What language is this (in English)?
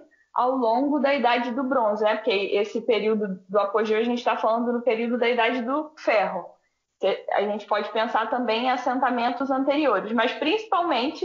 Portuguese